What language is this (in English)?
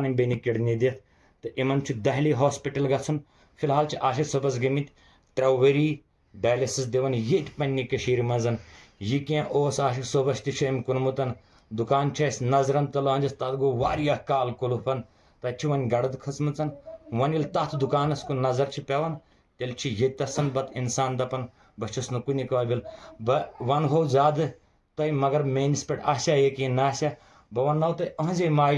Kashmiri